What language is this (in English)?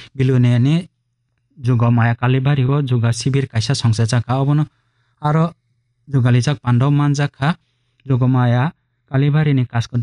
Kok Borok